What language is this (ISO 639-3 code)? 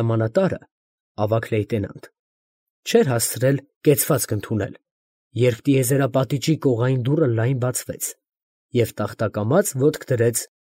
hye